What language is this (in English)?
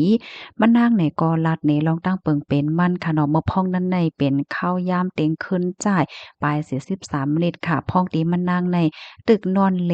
Shan